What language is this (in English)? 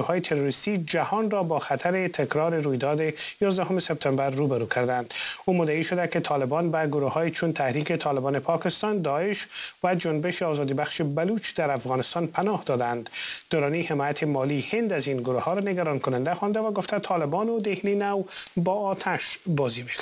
Persian